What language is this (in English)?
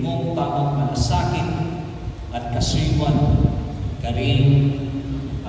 Pampanga